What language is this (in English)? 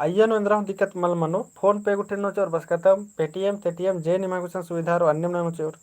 Kurukh